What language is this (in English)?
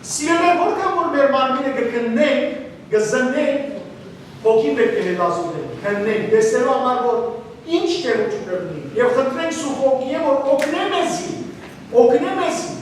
Western Armenian